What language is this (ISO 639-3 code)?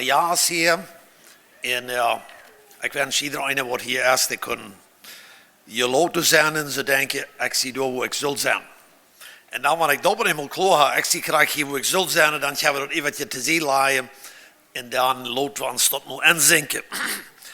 pdt